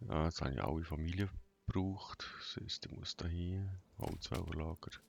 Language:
Swiss German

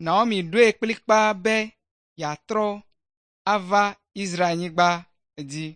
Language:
Ewe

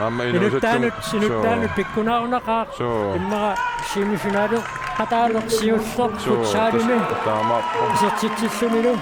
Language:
Kalaallisut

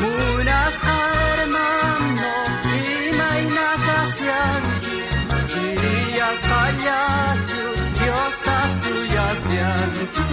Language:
South Bolivian Quechua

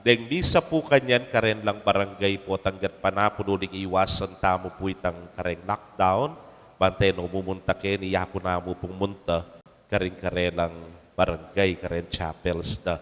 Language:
Pampanga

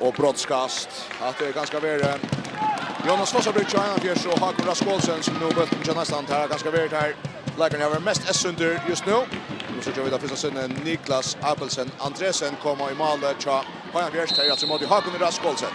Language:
Faroese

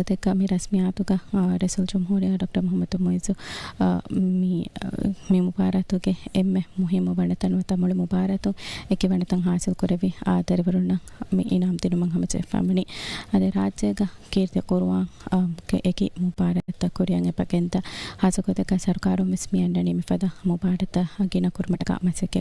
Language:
Divehi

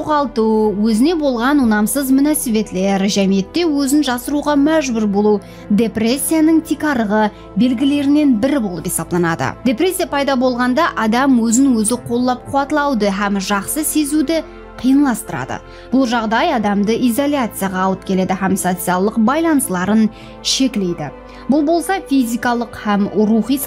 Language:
Kara-Kalpak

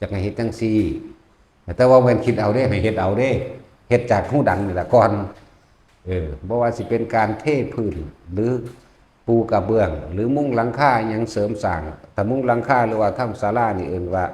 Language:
Northeastern Thai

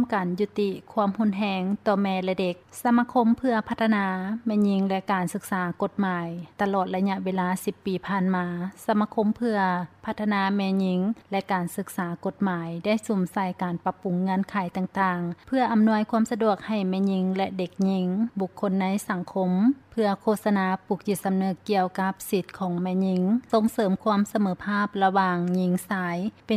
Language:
Lao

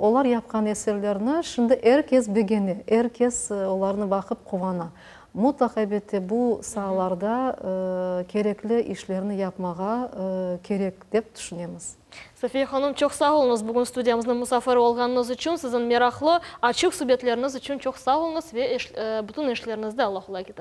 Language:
Crimean Tatar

